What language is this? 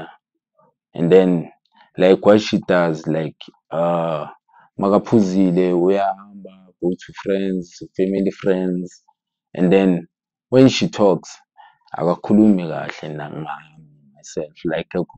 Zulu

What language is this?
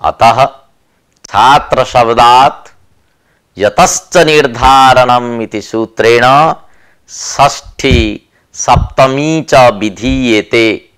Sanskrit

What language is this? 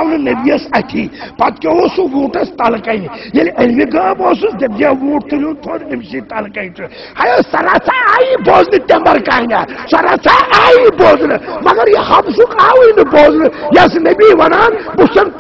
Kashmiri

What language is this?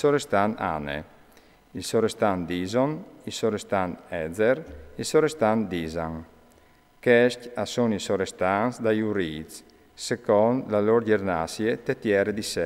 Friulian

